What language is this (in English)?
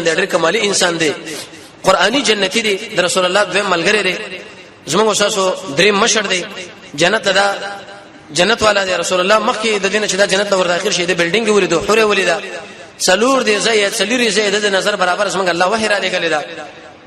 Pashto